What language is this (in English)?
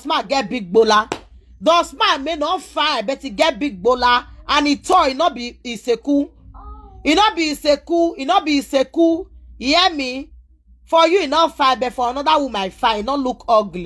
Nigerian Pidgin